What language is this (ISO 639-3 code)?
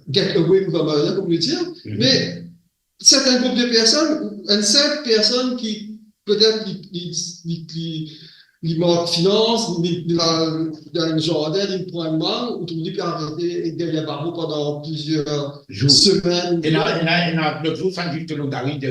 mfe